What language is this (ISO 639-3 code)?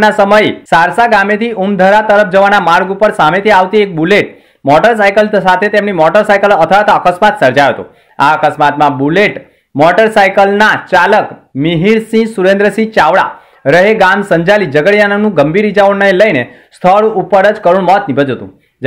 guj